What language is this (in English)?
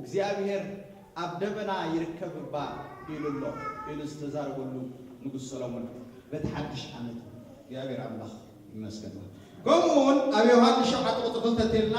Tigrinya